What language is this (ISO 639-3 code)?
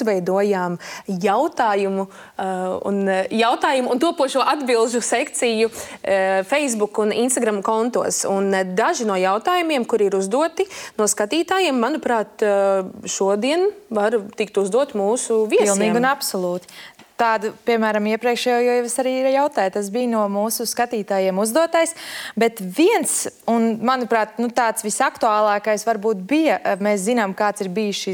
lav